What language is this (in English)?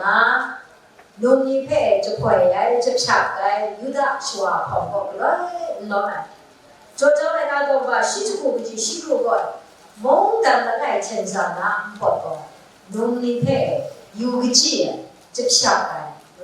Kachin